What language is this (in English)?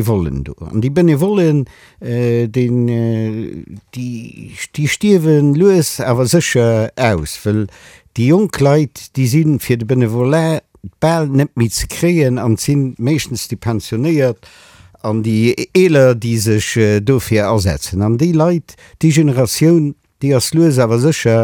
Luxembourgish